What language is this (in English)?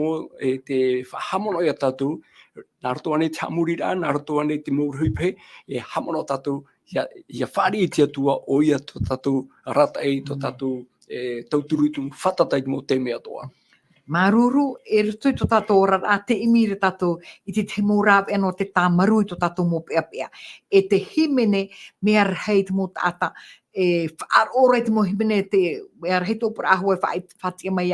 Tahitian